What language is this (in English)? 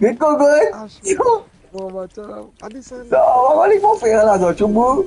Morisyen